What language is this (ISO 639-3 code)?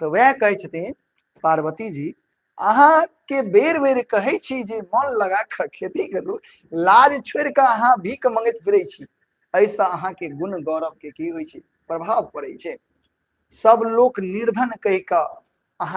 mai